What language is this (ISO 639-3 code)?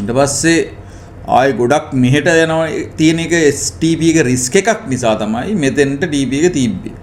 sin